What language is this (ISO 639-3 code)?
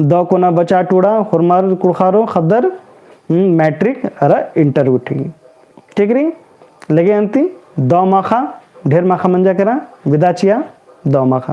kru